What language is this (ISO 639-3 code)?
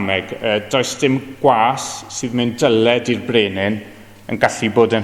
cym